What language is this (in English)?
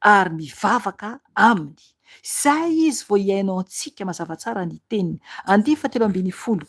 Malagasy